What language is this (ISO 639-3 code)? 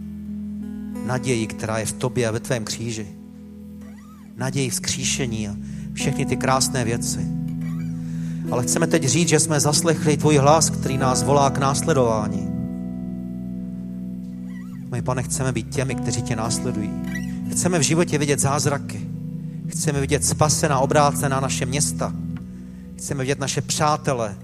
ces